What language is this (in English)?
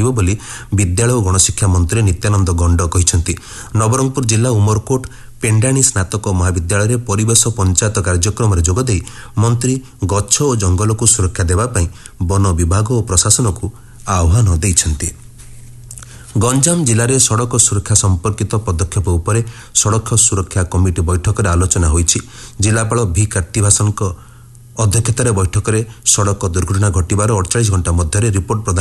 Odia